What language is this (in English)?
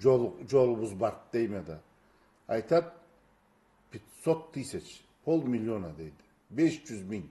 Karachay-Balkar